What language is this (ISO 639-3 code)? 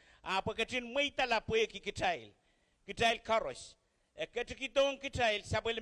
pon